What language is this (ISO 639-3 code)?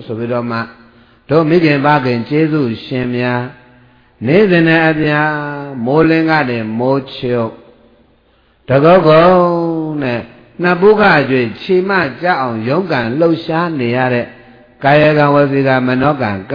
mya